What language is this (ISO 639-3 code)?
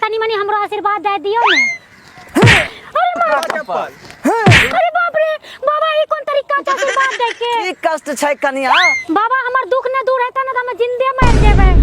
mai